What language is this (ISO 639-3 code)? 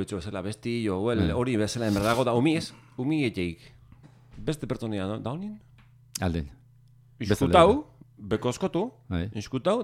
eus